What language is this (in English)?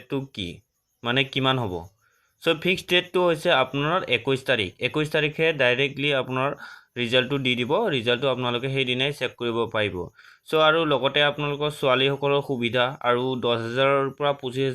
Assamese